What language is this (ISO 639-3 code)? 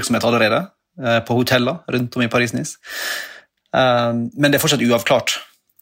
nor